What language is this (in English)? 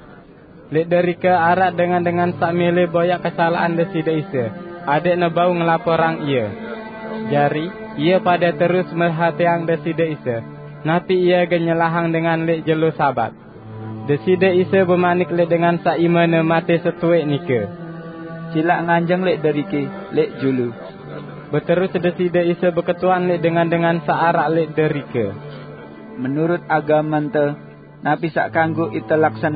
Sasak